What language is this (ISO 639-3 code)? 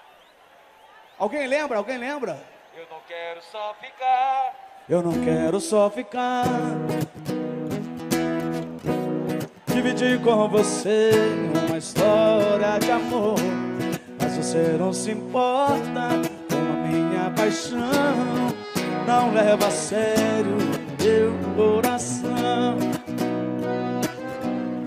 por